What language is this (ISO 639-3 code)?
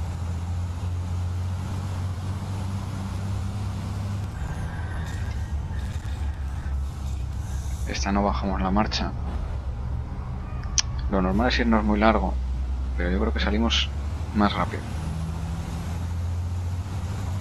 spa